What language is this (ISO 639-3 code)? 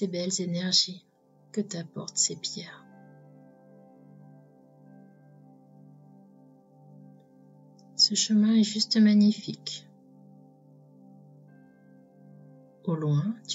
fra